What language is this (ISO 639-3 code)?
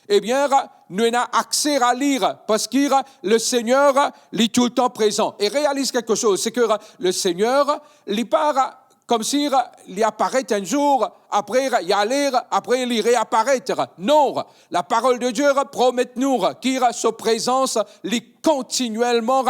mfe